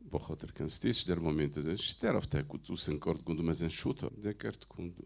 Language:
Ossetic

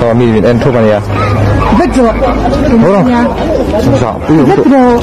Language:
Mizo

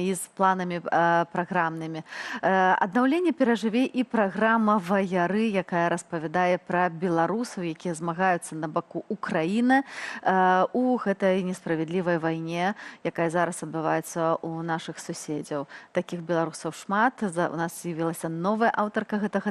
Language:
Belarusian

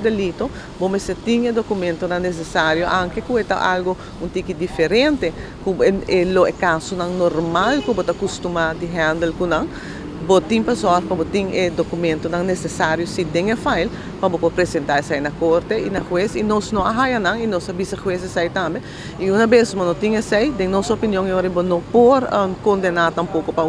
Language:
Papiamento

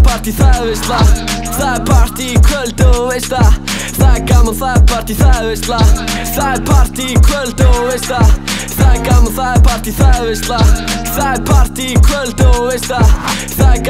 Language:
Icelandic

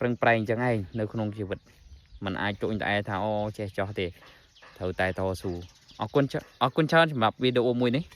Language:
Khmer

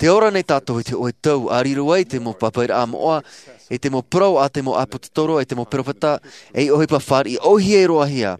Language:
Tahitian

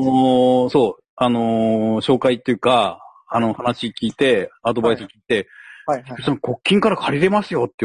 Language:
Japanese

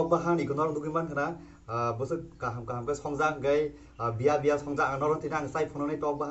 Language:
Kok Borok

